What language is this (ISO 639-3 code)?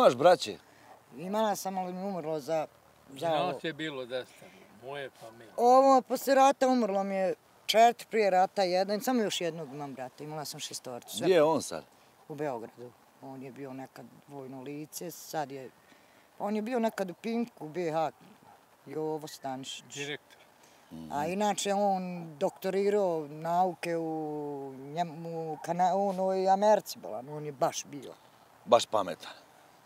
bos